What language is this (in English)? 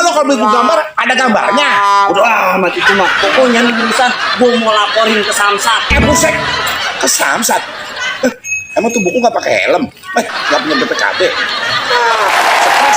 Betawi